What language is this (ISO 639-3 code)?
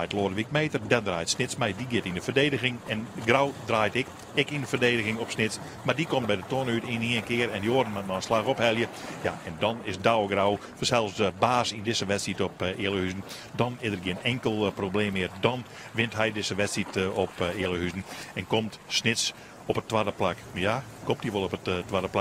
fry